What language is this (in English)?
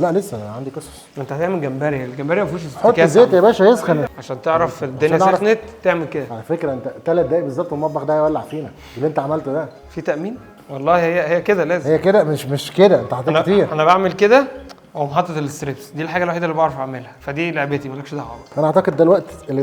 Egyptian Arabic